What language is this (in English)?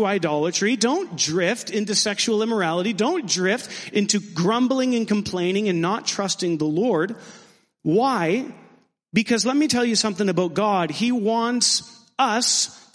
English